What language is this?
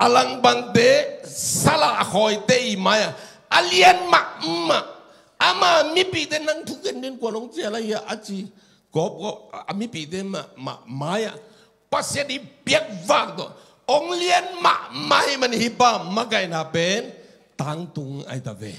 Tedim Chin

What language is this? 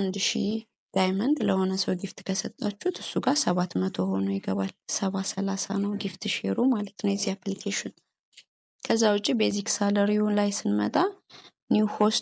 Amharic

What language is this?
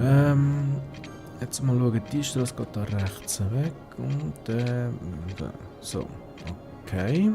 Swiss German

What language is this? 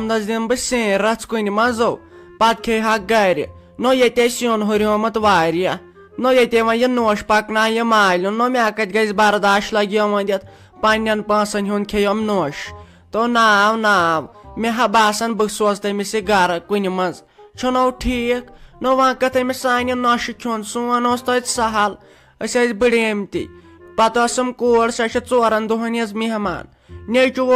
Kashmiri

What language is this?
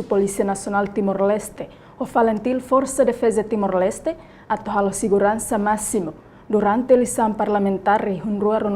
Tetum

